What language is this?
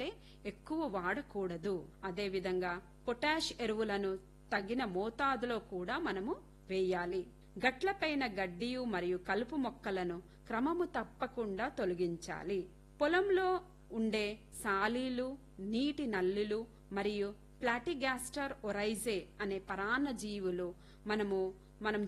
Telugu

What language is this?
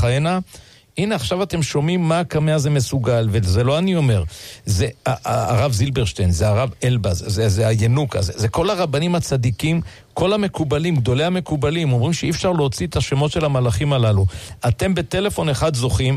Hebrew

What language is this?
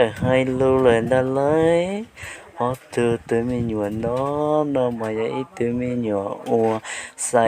Hmong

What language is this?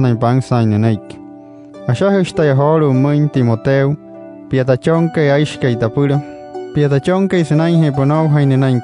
Wayuu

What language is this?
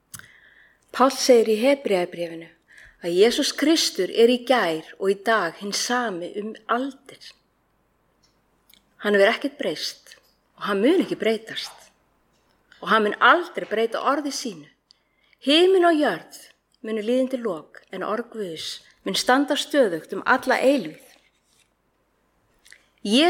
Icelandic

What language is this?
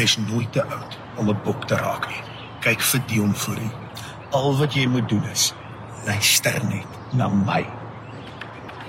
Afrikaans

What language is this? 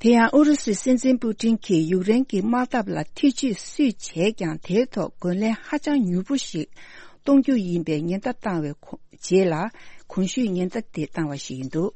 Tibetan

